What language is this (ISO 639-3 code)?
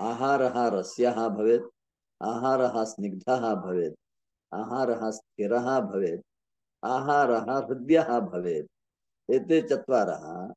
san